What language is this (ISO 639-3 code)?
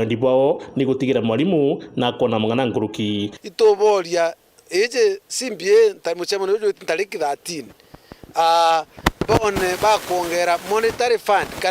mer